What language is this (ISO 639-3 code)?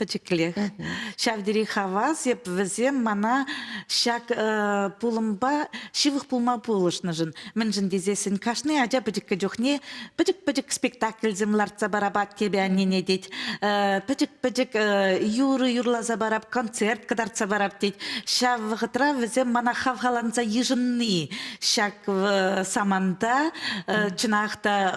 chv